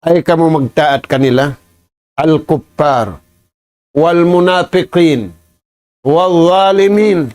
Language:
Tausug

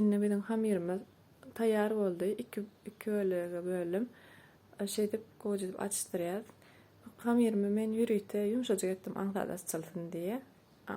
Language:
Turkmen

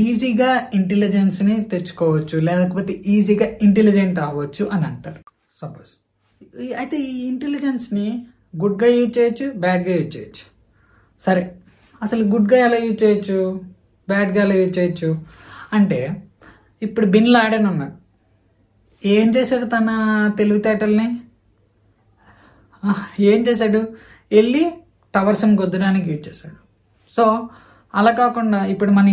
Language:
Telugu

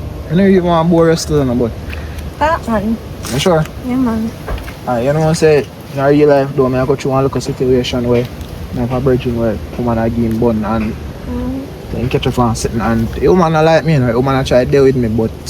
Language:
Jamaican Creole English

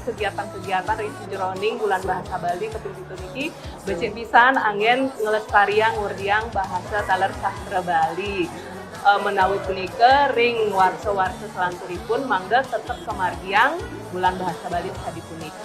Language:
Balinese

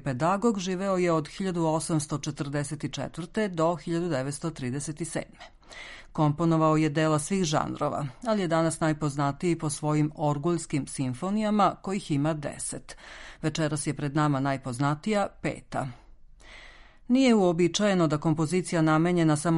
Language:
Serbian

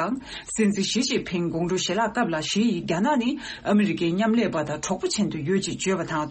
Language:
Tibetan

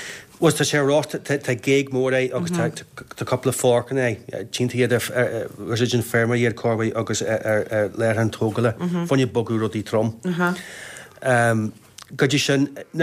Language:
Irish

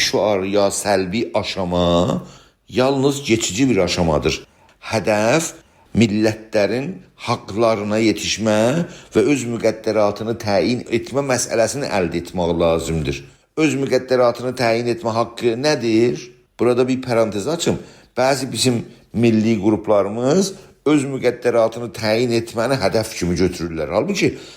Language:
South Azerbaijani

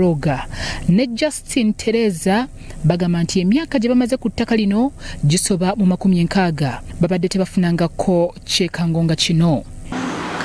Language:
Ganda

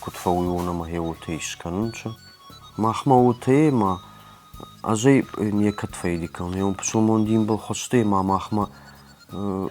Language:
Ossetic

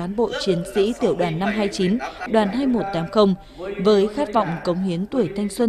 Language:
Vietnamese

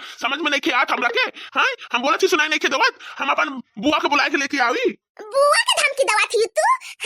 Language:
Bhojpuri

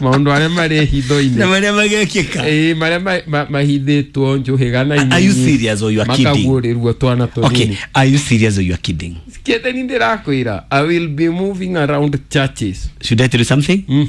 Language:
Kikuyu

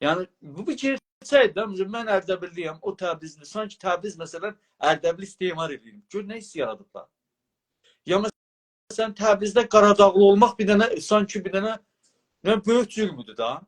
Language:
South Azerbaijani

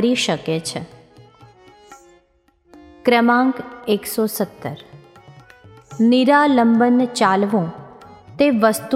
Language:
Gujarati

